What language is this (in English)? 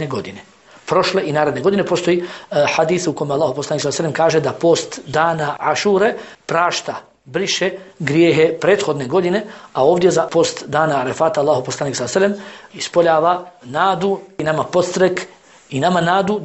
Bosnian